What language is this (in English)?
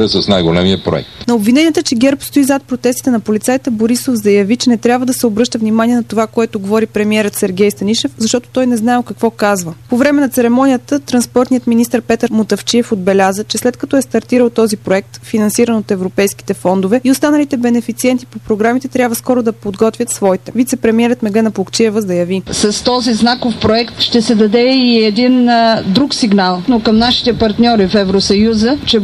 Bulgarian